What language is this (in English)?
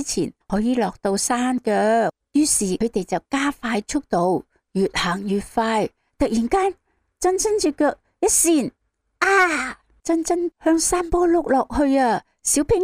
Cantonese